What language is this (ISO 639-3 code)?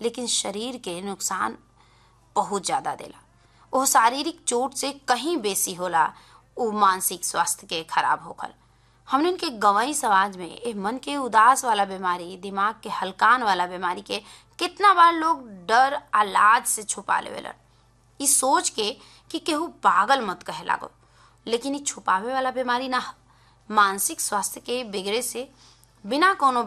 bho